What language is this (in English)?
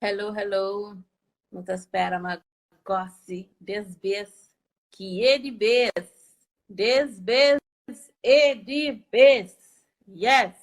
Kabuverdianu